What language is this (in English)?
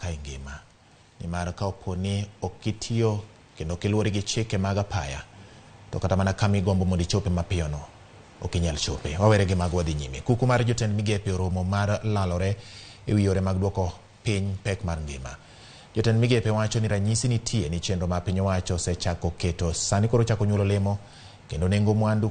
Luo (Kenya and Tanzania)